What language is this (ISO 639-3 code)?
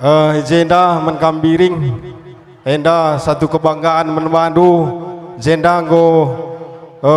btx